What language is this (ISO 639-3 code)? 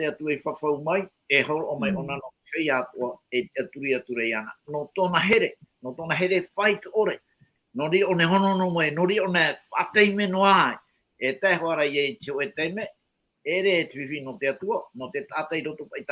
tah